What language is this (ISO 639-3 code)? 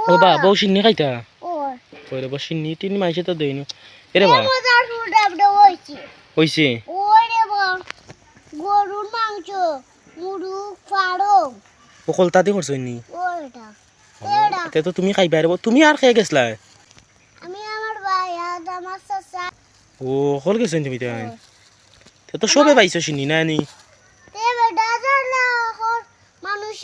syl